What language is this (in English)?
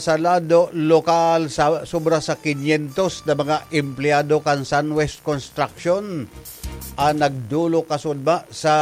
Bikol